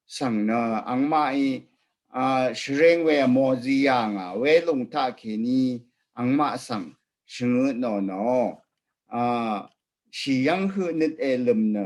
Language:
Rawang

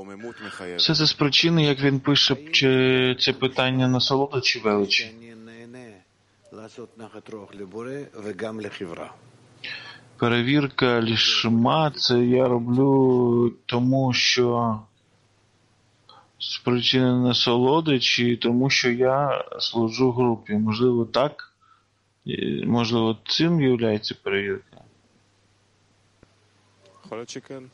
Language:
Ukrainian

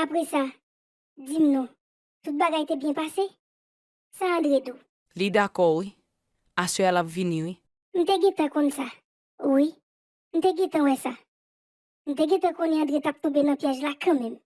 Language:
Haitian Creole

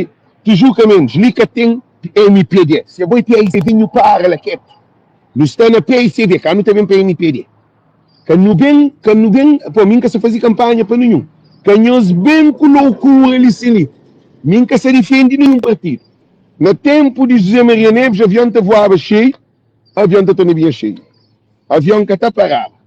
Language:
Kabuverdianu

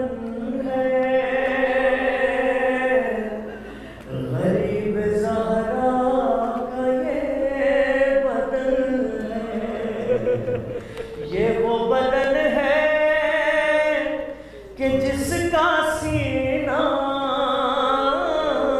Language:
Urdu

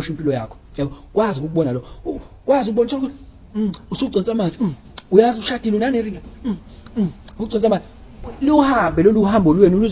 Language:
Zulu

